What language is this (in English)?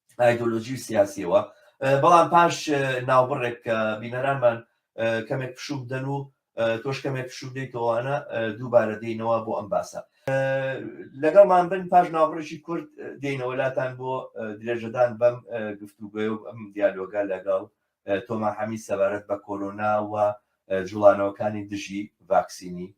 Central Kurdish